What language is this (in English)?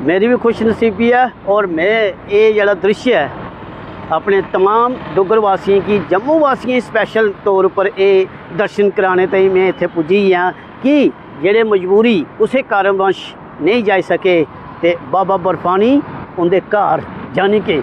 Dogri